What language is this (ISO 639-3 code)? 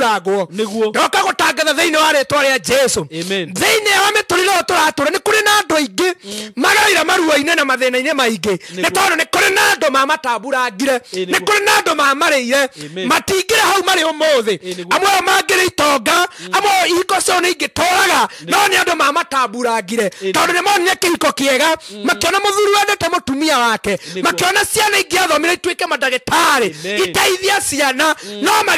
kik